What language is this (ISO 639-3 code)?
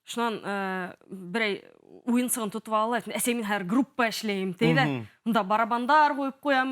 bak